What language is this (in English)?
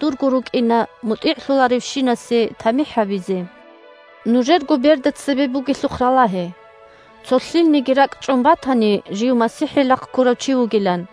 Avaric